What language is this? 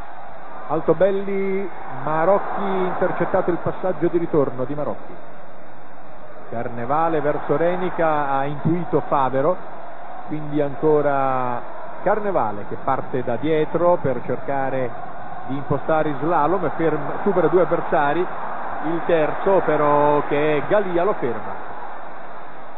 Italian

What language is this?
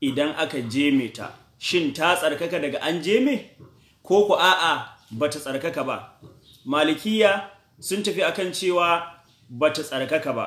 Hausa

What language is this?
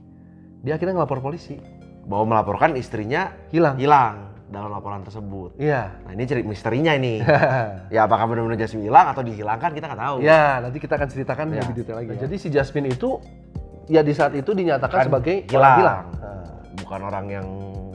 Indonesian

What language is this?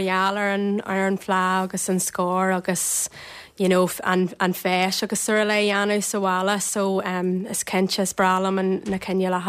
Irish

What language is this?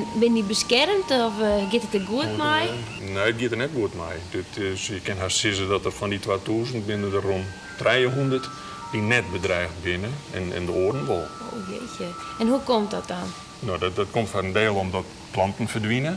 Western Frisian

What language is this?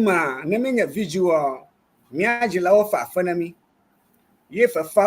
Ewe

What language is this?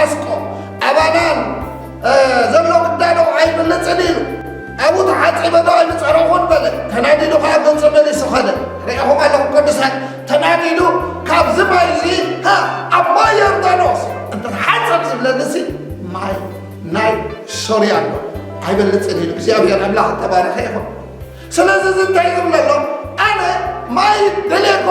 Tigrinya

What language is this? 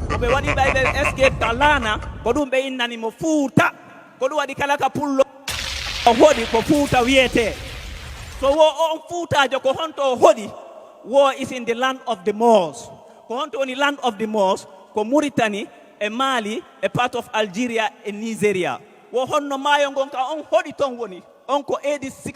Fula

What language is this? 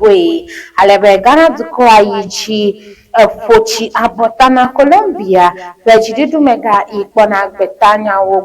Ewe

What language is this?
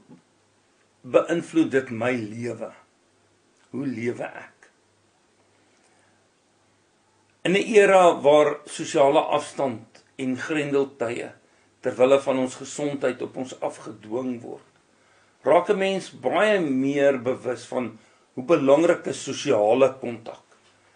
Afrikaans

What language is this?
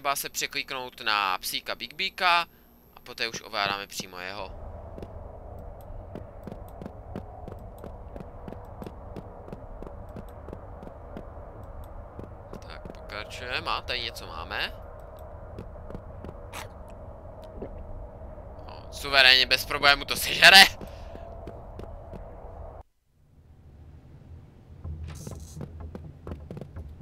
Czech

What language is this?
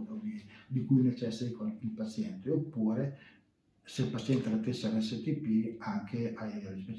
Italian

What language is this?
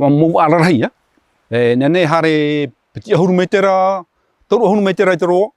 Tahitian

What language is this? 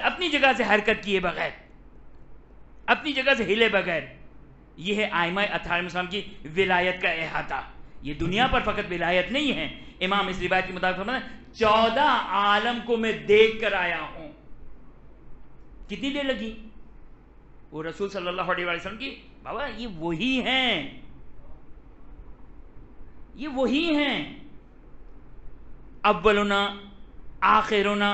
Urdu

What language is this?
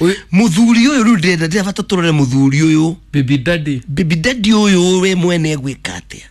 Kikuyu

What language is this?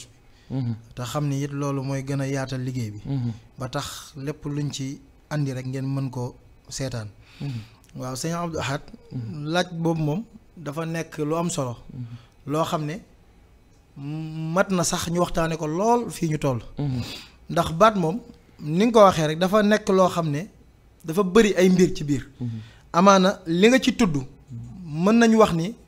Wolof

